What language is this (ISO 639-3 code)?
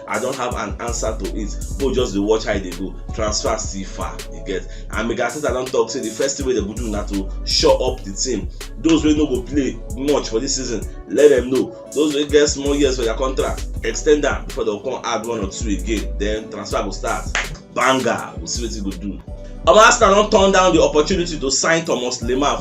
pcm